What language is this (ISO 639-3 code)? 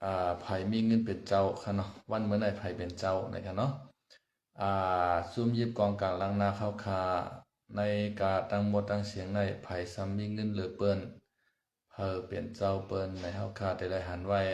shn